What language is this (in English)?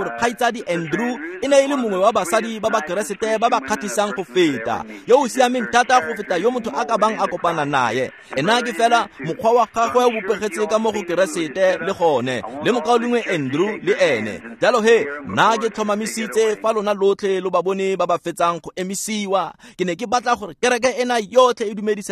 Tswana